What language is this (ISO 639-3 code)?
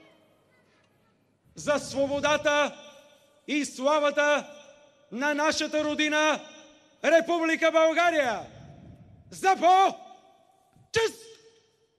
bul